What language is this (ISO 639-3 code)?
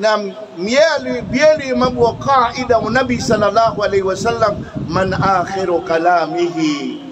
mrw